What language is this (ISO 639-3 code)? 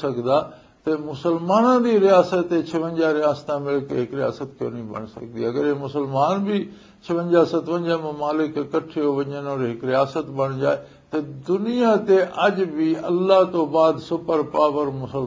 lah